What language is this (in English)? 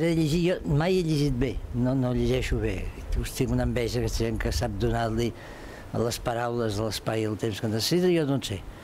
Catalan